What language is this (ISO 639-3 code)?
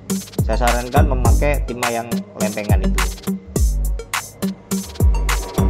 ind